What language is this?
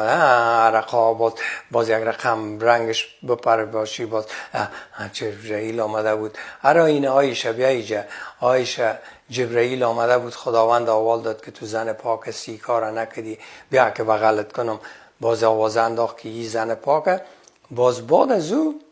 Persian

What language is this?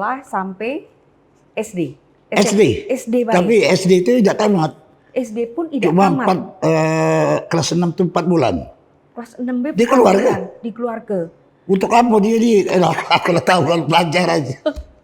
Musi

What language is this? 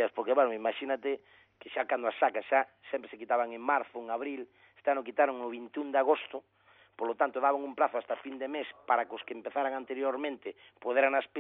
Galician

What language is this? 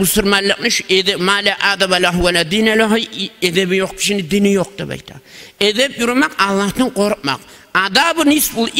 Kumyk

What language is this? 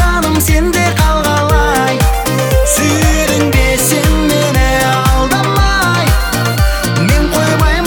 Kazakh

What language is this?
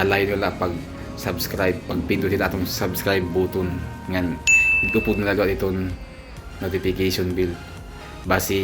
Waray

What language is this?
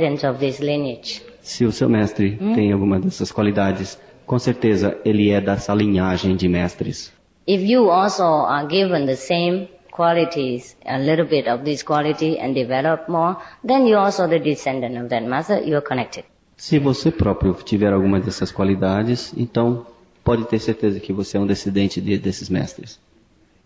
Portuguese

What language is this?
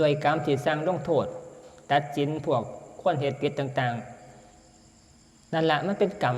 Northeastern Thai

